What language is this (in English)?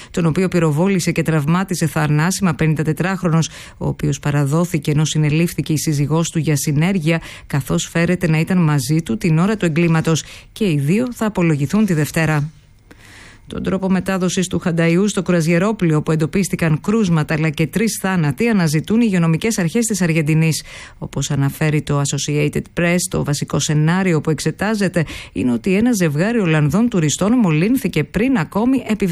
Greek